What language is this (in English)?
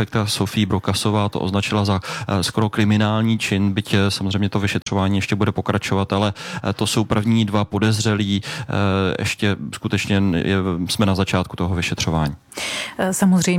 Czech